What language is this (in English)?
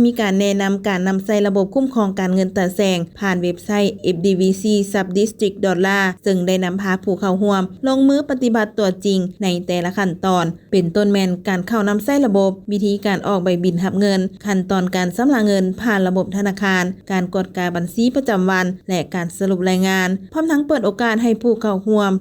Lao